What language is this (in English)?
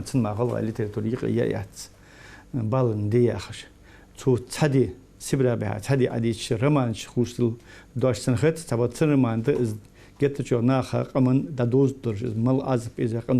Ingush